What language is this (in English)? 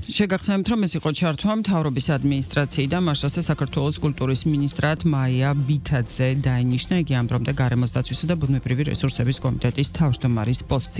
Georgian